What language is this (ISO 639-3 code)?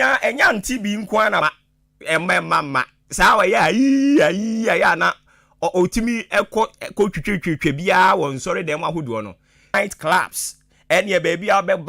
aka